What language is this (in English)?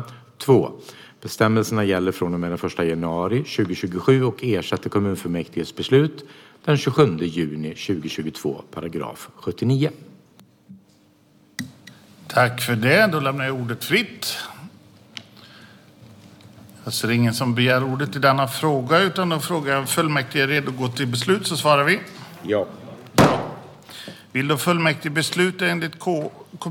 Swedish